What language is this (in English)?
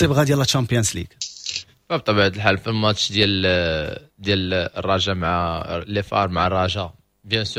Moroccan Arabic